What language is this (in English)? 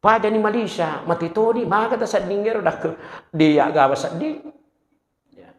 Buginese